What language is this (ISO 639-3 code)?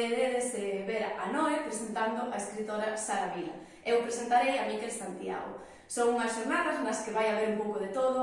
glg